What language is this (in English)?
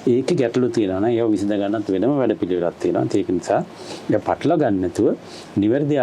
Sinhala